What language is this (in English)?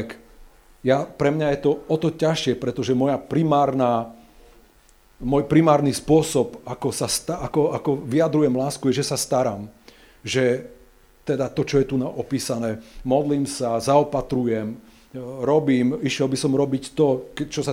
Slovak